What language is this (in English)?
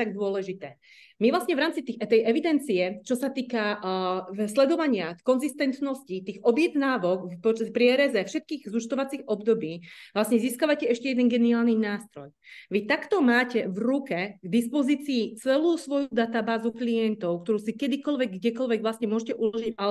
Slovak